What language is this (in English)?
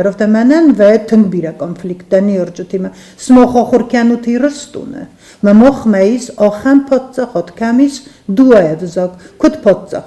Ossetic